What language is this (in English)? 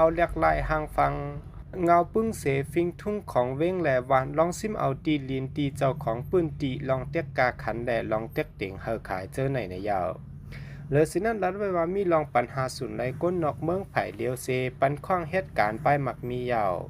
Shan